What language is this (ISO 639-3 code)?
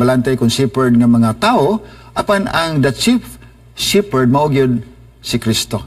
ceb